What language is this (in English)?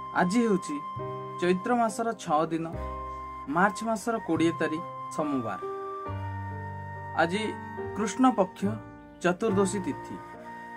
Odia